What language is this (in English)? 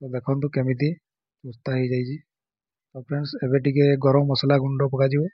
Odia